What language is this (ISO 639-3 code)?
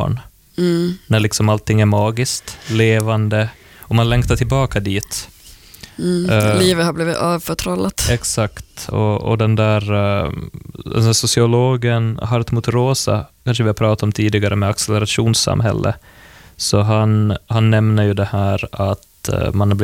swe